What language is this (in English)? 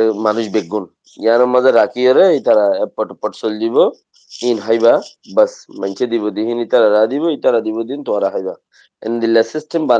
Rohingya